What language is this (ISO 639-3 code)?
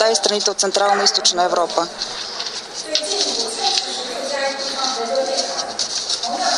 bul